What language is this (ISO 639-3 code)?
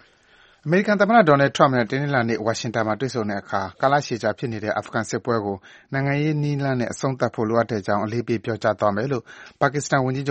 mya